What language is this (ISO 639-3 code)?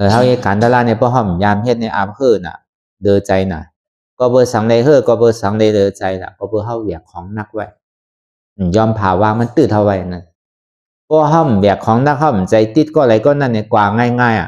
shn